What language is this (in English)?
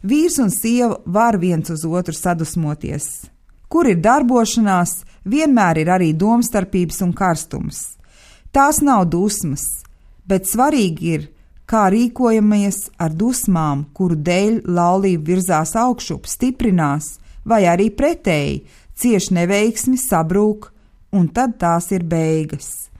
Latvian